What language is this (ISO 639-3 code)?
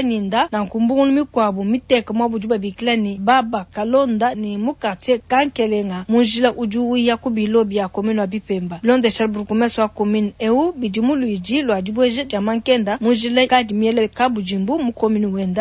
lua